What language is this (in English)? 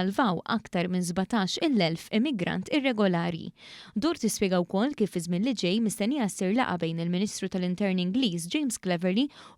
Maltese